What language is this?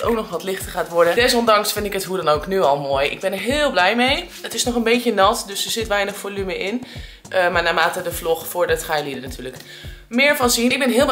Dutch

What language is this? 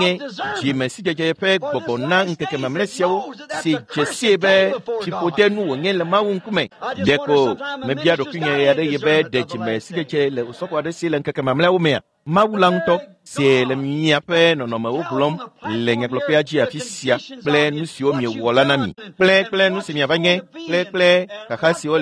Ewe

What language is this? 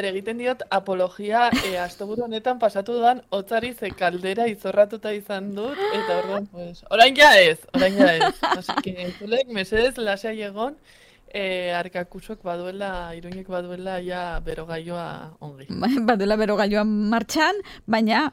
Basque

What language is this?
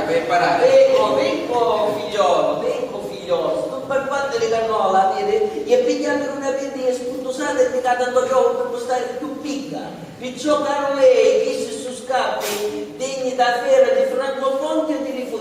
Sicilian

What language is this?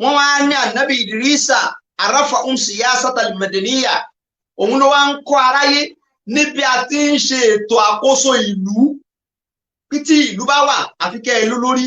Yoruba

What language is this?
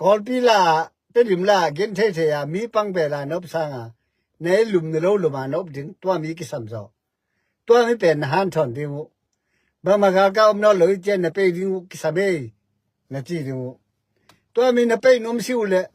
Tedim Chin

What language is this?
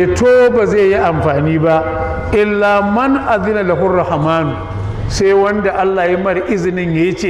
Hausa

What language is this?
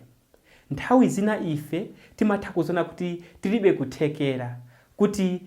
Nyanja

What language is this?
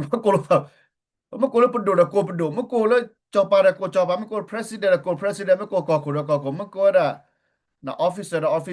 S'gaw Karen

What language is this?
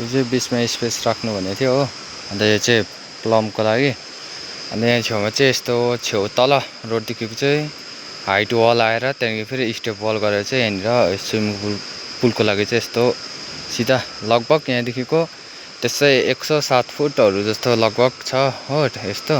Nepali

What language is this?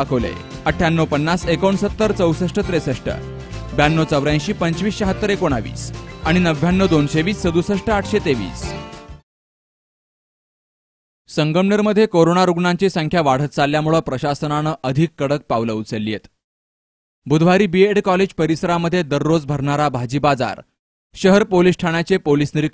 Marathi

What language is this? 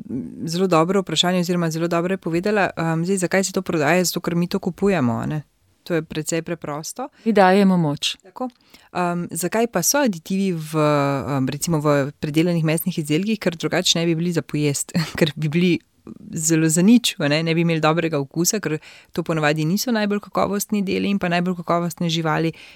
Slovenian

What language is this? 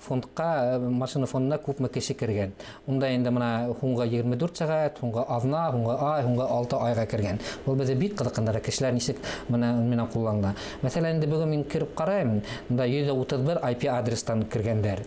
Bashkir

